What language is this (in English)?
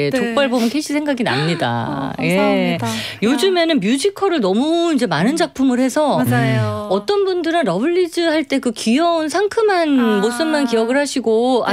Korean